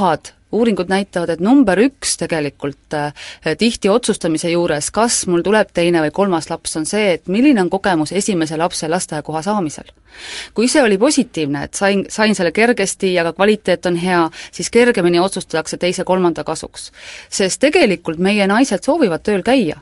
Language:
Estonian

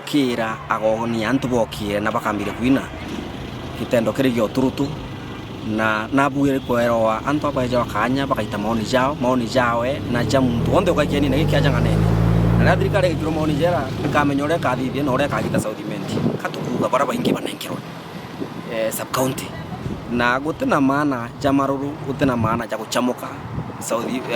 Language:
Meru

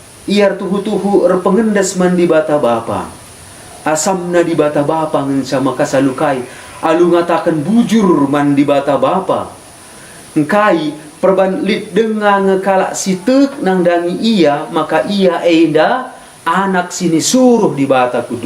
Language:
Batak Karo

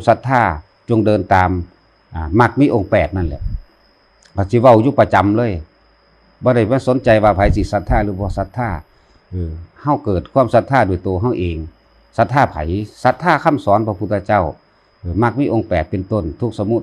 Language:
Lao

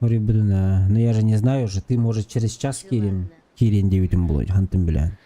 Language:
Yakut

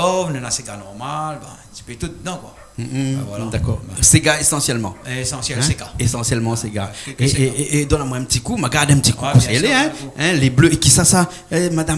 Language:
Réunion Creole French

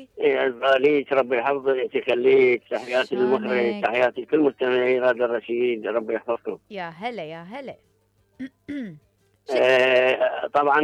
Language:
Mesopotamian Arabic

